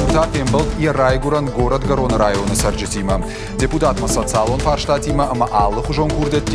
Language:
Ossetic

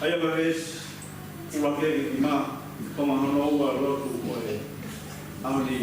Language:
Tongan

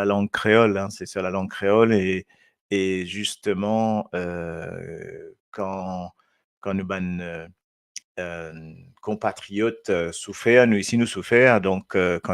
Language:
Morisyen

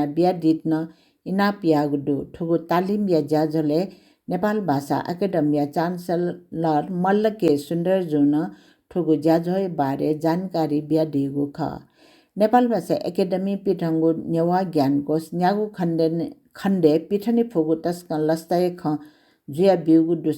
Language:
Newari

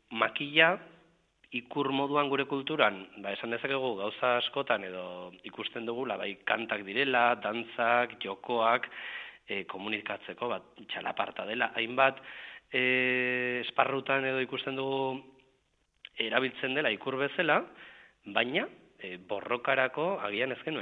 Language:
Basque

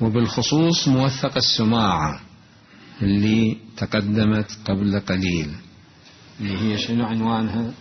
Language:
Mesopotamian Arabic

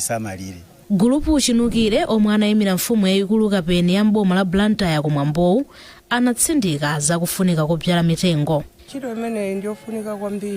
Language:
Nyanja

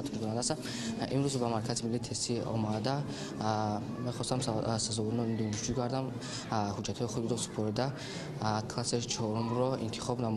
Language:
Tajik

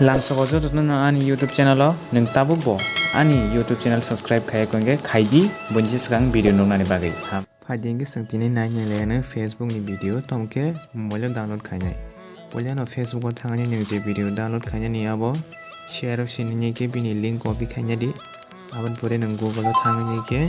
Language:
Kok Borok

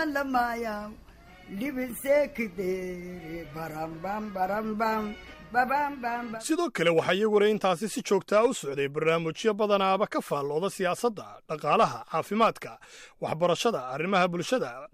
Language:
Somali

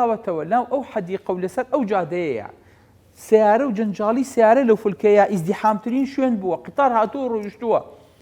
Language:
Central Kurdish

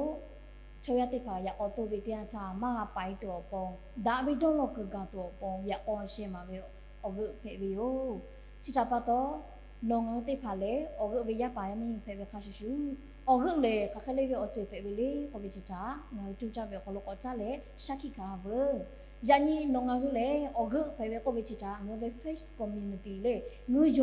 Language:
Lahu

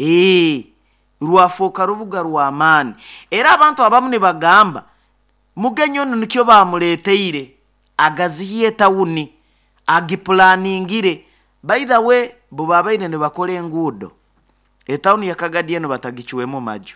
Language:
Nyoro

